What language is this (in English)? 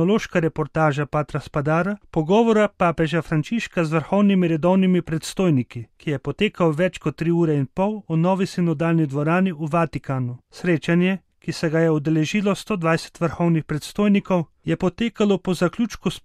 Slovenian